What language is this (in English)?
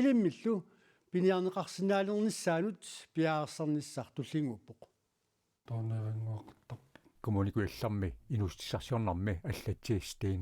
Kalaallisut